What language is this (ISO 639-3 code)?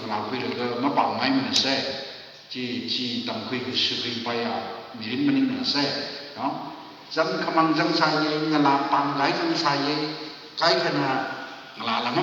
nmf